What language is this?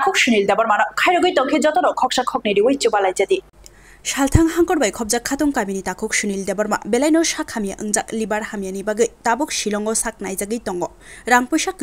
Kok Borok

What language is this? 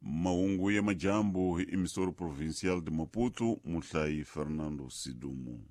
Tsonga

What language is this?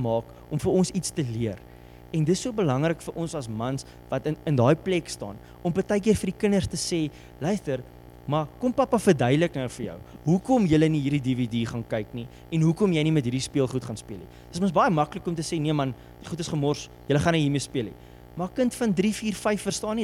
Afrikaans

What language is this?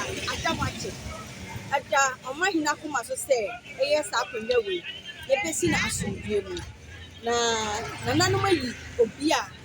Akan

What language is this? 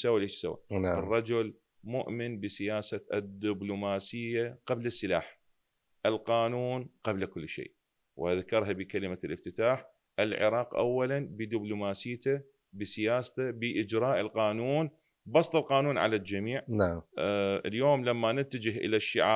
Mesopotamian Arabic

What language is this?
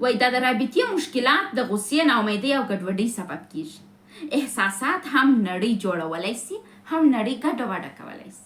Pashto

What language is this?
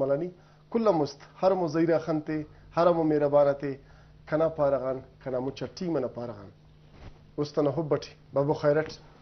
Brahui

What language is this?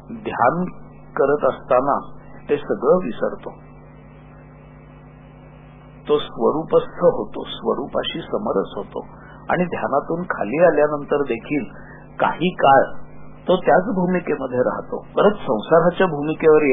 Marathi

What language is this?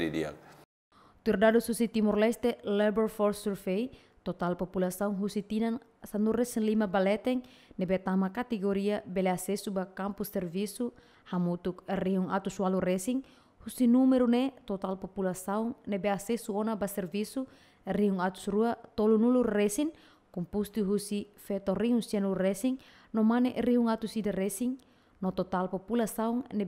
Tetum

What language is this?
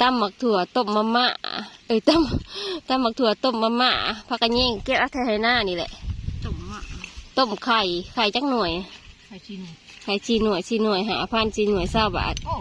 Northeastern Thai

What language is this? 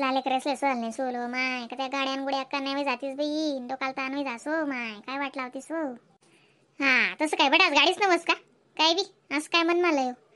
Khandesi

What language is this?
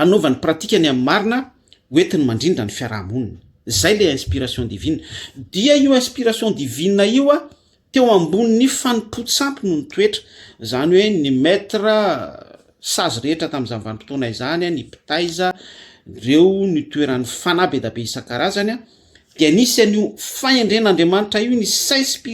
Malagasy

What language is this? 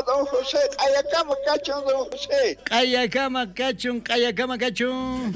South Bolivian Quechua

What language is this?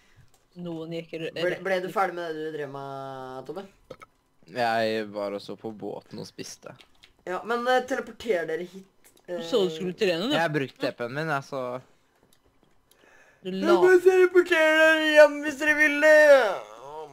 Norwegian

